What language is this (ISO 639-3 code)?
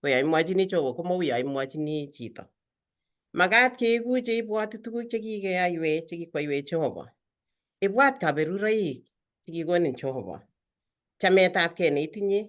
kln